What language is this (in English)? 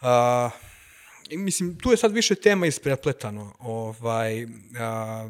Serbian